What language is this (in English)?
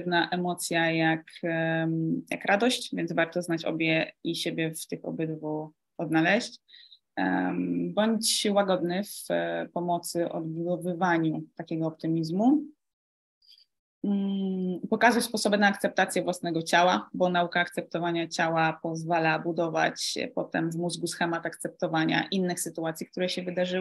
Polish